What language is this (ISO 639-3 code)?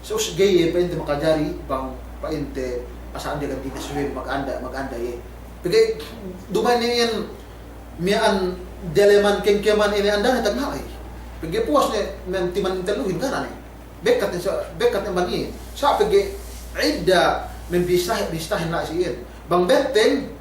yka